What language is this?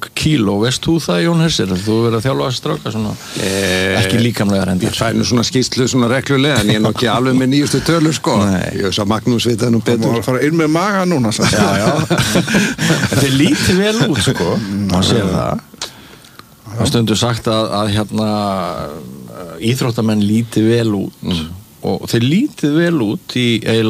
Icelandic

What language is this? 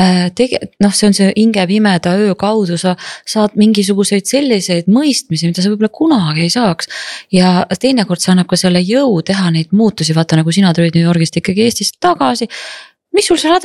Estonian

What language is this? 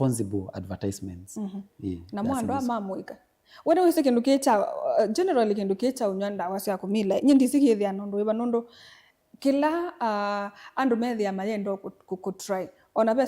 Kamba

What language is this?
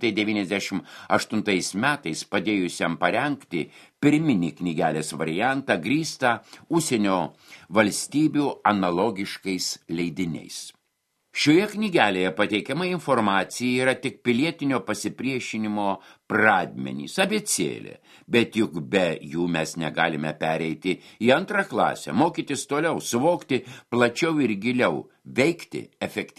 Lithuanian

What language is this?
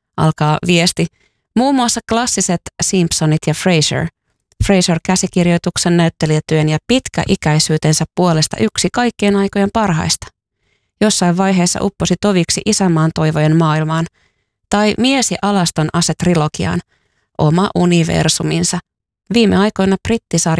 Finnish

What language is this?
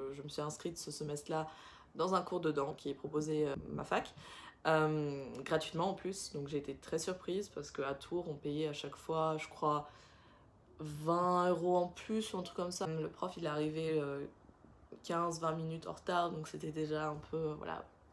French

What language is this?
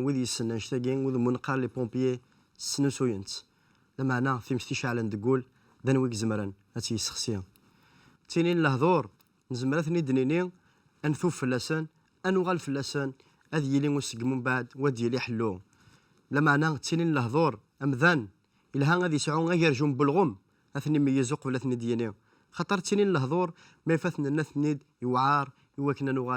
Kabyle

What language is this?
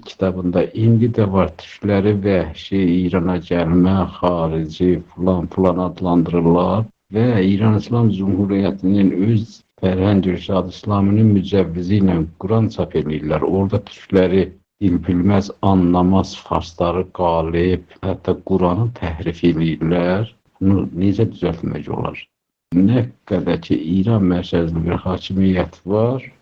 South Azerbaijani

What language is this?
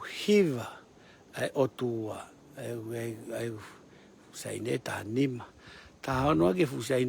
Tongan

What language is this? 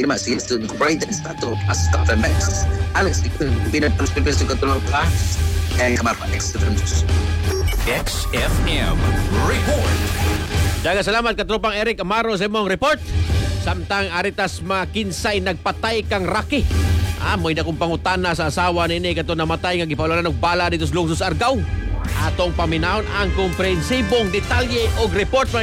Cebuano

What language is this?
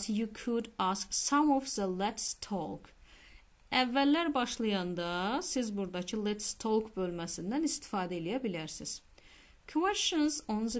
Azerbaijani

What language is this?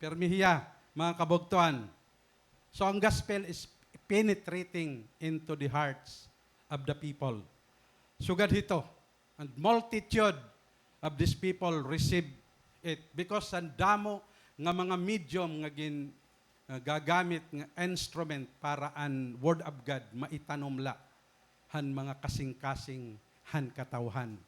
Waray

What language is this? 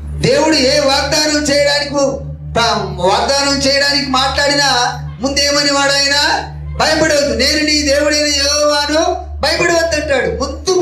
Telugu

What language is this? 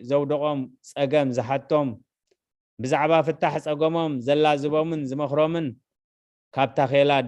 Tigrinya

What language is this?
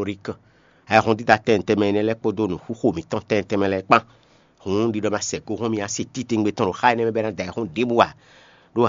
Fon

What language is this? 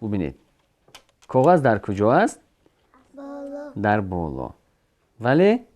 Tajik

